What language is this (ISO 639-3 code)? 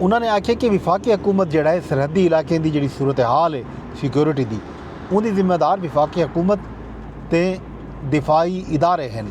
skr